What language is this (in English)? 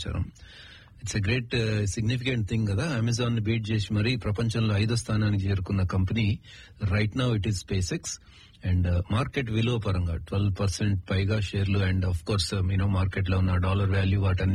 Telugu